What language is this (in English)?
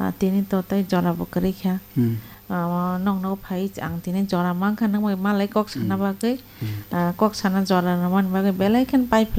Kok Borok